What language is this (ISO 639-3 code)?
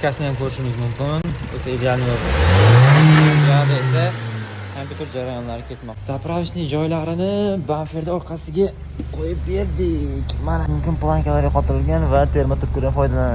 uzb